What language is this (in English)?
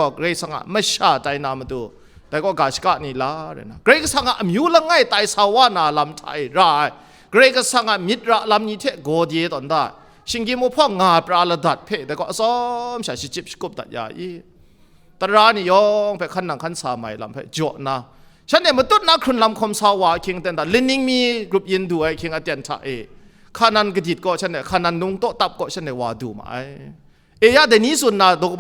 Kachin